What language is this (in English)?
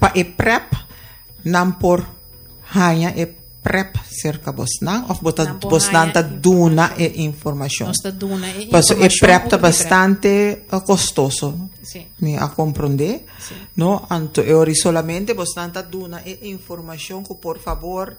Papiamento